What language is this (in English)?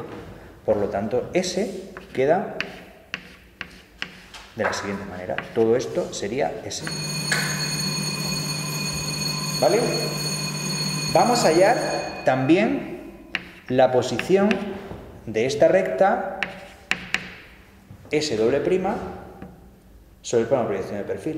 Spanish